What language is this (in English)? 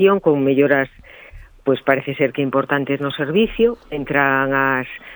Galician